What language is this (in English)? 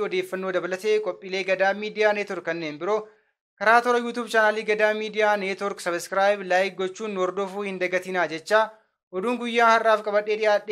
Oromo